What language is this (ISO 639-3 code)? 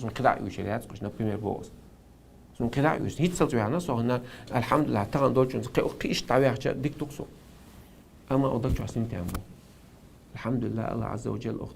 che